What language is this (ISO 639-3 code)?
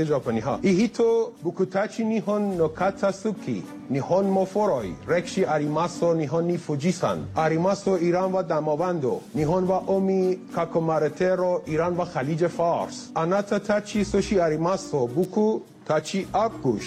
fas